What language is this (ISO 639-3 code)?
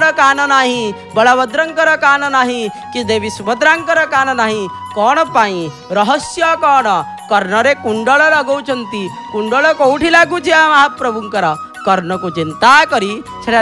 ori